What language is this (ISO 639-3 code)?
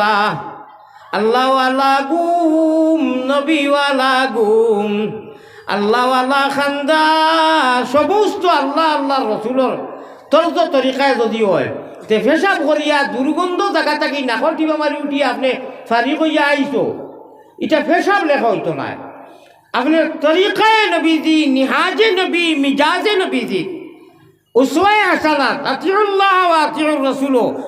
syl